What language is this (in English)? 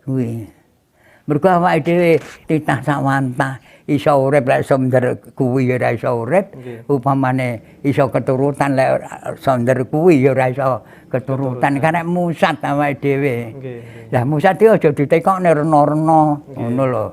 Javanese